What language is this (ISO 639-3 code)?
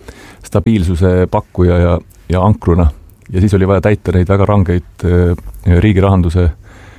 est